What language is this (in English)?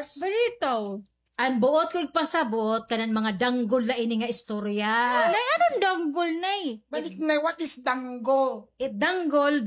Waray